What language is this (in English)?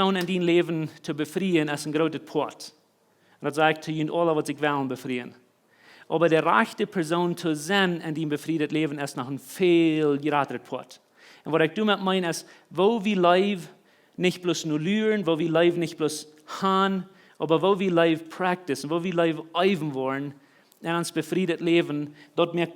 Plautdietsch